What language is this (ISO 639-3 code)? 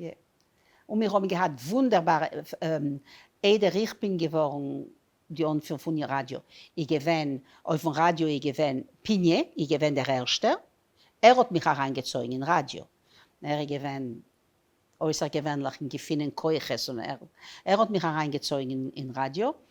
yid